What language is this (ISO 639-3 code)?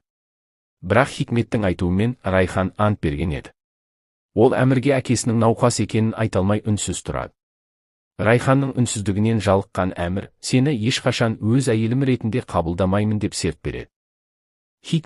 kaz